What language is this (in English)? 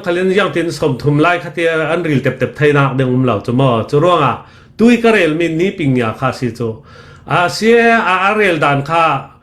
Falam Chin